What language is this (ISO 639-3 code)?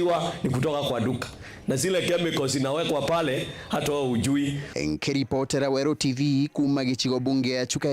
mer